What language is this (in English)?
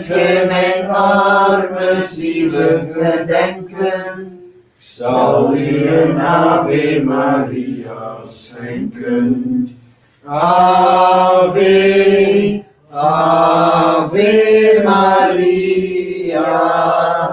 Dutch